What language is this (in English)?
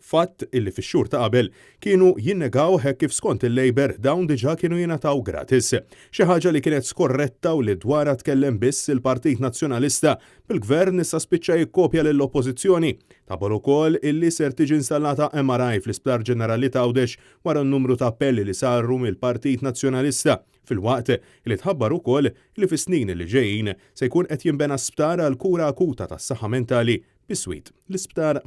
Maltese